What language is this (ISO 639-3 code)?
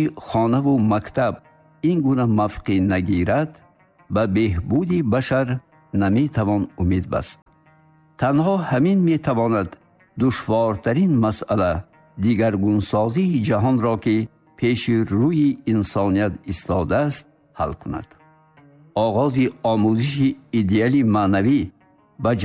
tgk